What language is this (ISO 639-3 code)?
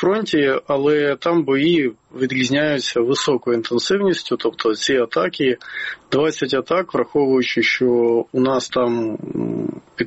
ukr